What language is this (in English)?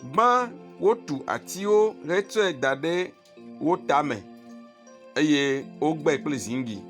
Ewe